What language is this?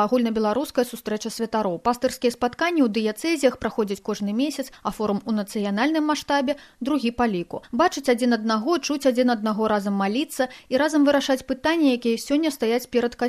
Belarusian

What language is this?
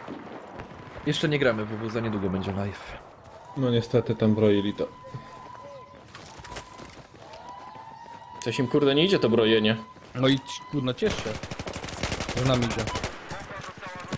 Polish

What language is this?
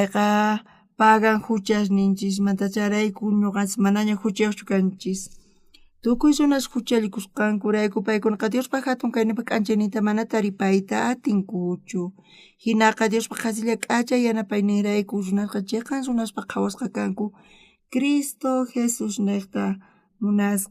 South Bolivian Quechua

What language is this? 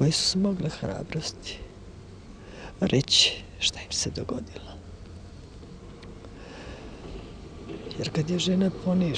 Croatian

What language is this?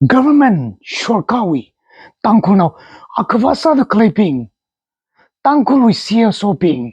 Tangkhul Naga (India)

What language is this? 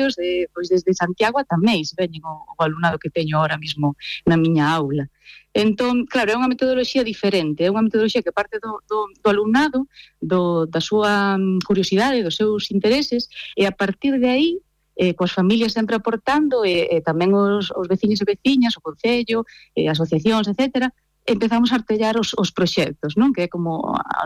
Galician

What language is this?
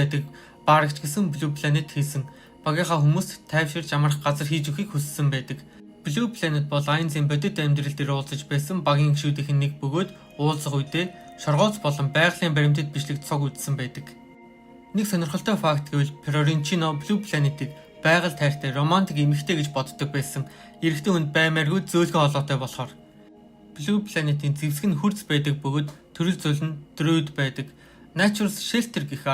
Mongolian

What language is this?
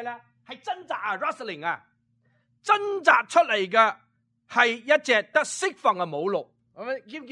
Cantonese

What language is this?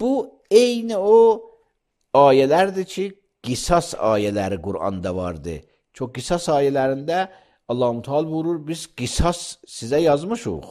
Azerbaijani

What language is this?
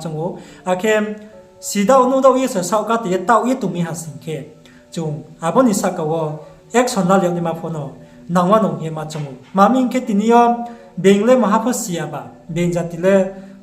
Riang (India)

